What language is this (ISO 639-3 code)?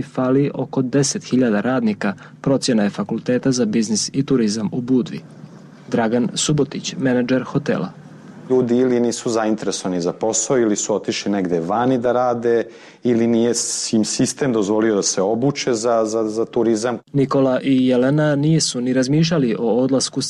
srp